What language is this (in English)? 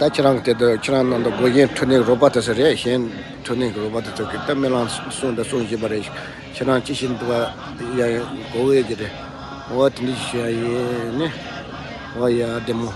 Tibetan